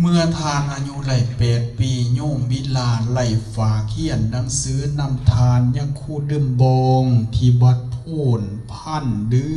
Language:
Lao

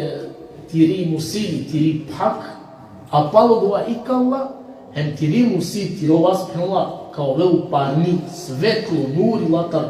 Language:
Balkan Romani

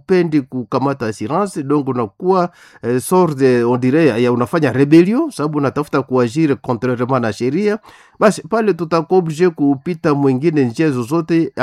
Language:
Swahili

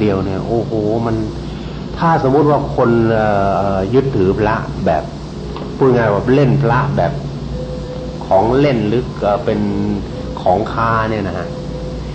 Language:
Thai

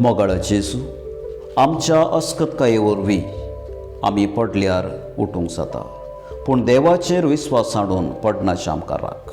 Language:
Konkani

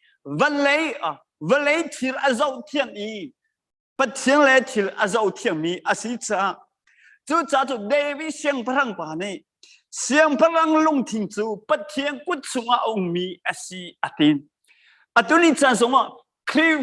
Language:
Hakha Chin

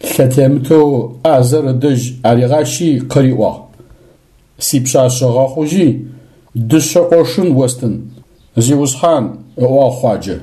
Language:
Adyghe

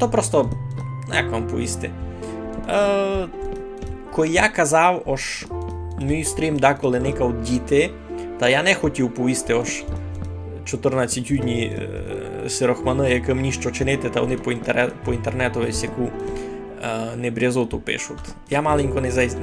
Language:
Rusyn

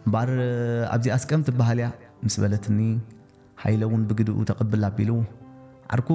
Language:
Tigrinya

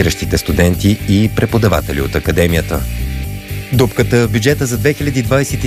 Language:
Bulgarian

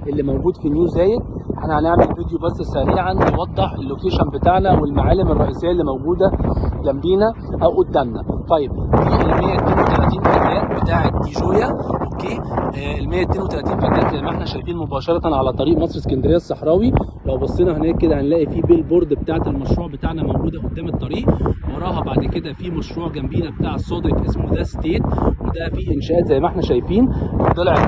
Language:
Egyptian Arabic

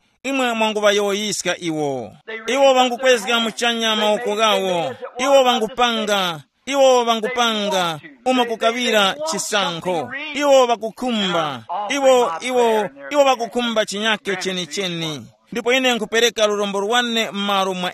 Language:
Tumbuka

